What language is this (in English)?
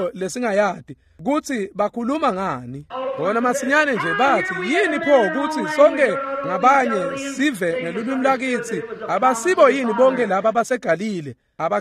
Swati